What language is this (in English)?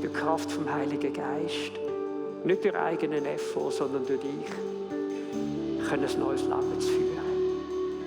Swiss German